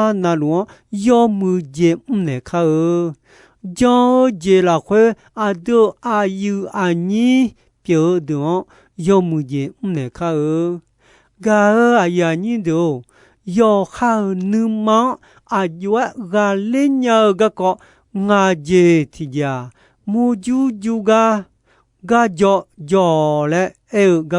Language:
Akha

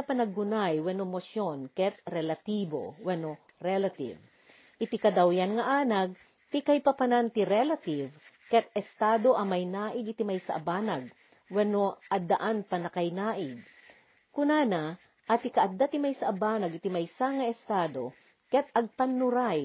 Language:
Iloko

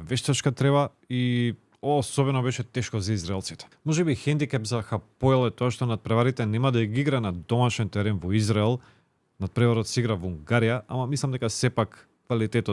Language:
Macedonian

